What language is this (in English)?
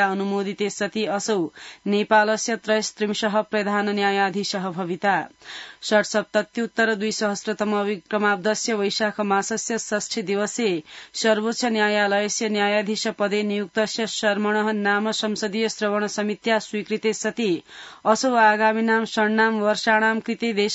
Sanskrit